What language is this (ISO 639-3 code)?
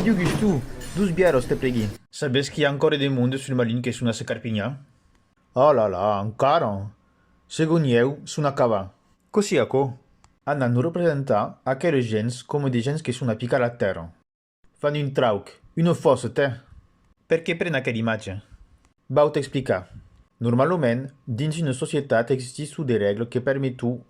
oci